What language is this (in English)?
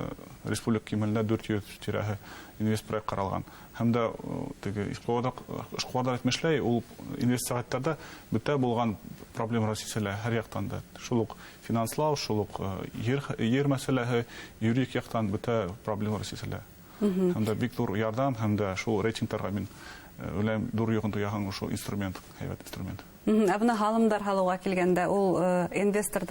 Bashkir